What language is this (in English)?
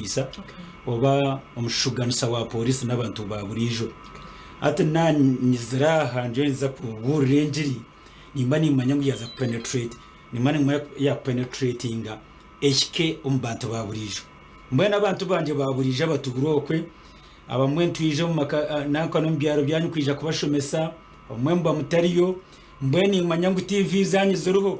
Nyankole